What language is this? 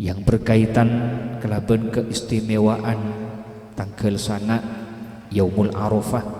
Madurese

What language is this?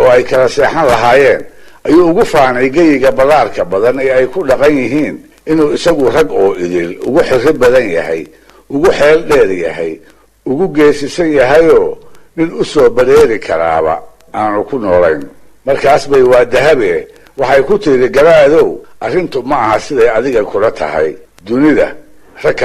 Somali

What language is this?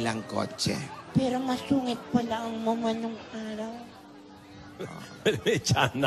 Filipino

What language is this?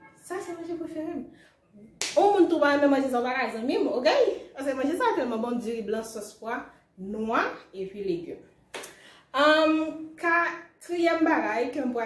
Haitian Creole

